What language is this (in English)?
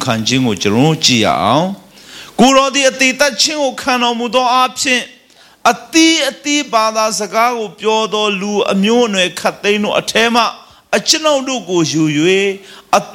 Burmese